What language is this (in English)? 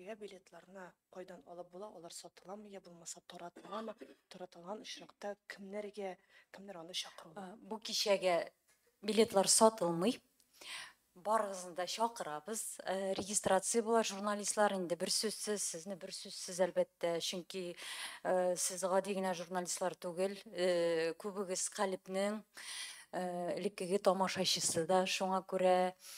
Tatar